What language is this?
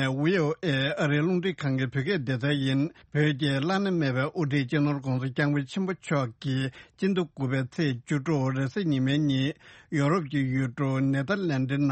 Tibetan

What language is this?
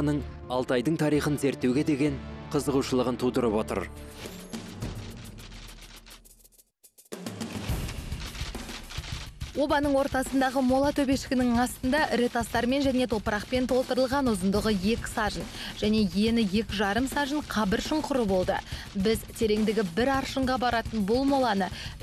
Kazakh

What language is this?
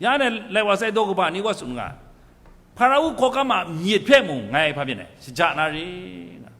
Kachin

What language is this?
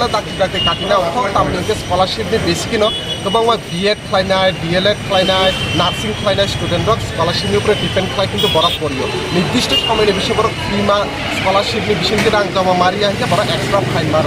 Kok Borok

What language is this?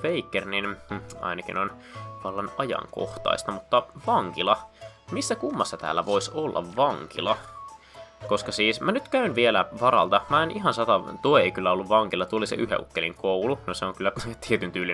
Finnish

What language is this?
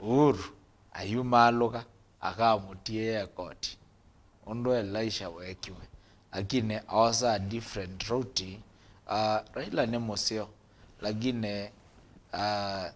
Kamba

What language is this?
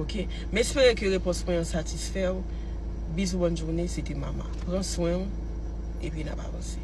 Haitian Creole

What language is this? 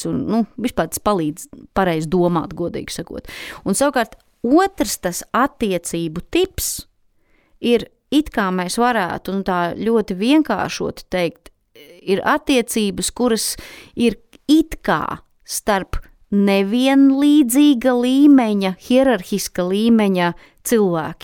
Latvian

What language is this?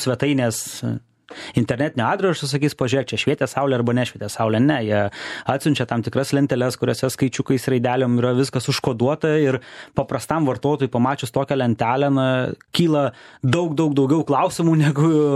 Lithuanian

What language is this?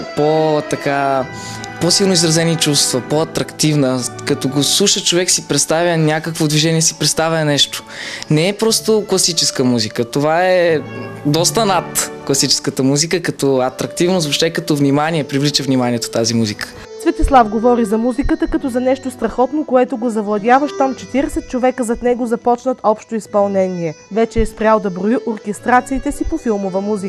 Bulgarian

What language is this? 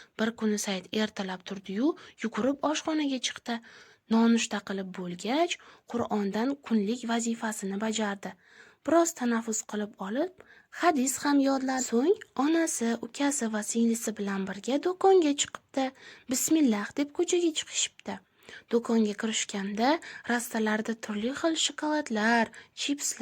Uzbek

